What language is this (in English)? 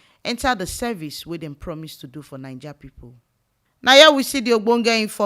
Nigerian Pidgin